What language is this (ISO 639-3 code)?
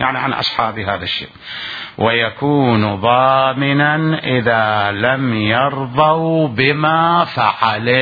acm